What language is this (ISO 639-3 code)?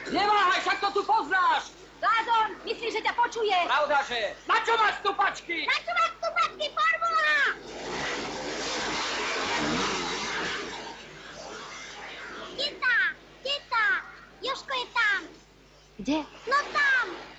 slk